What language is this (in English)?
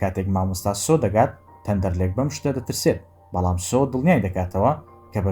Central Kurdish